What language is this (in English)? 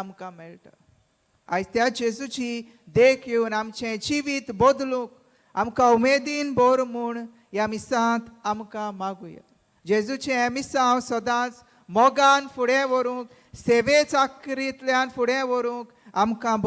Konkani